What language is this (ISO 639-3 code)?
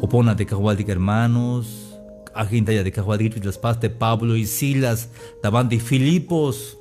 tzh